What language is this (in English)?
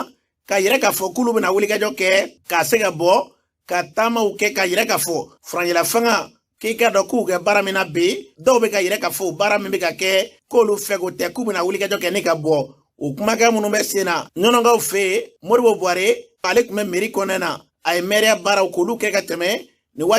Bambara